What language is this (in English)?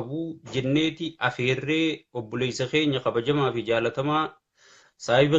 Oromo